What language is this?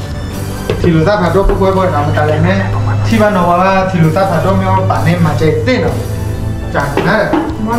S'gaw Karen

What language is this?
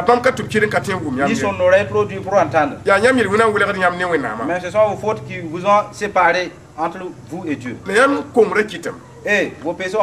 Mossi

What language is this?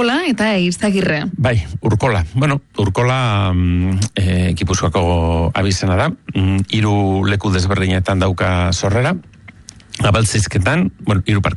Basque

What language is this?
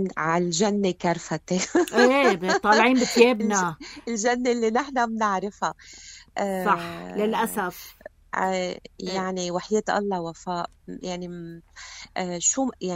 North Levantine Arabic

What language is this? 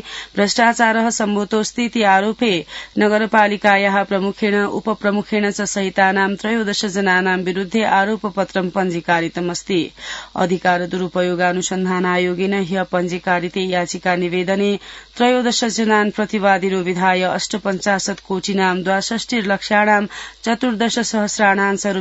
Sanskrit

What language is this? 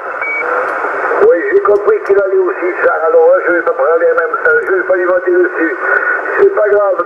French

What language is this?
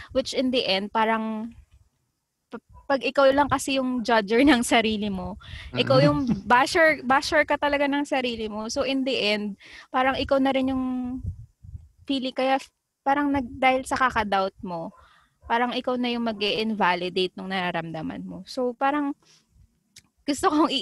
Filipino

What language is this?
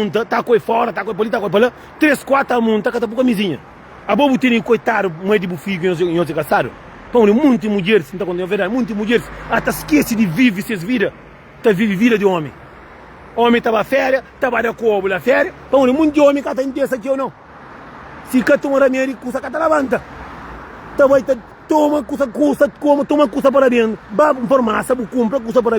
Kabuverdianu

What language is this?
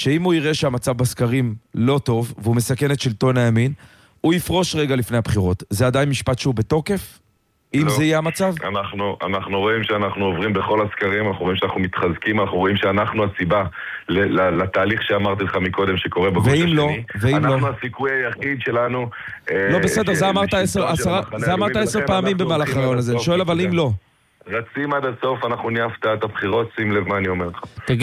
Hebrew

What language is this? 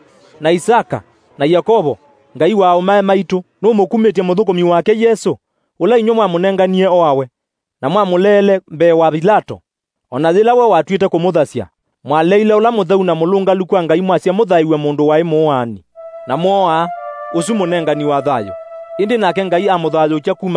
Kamba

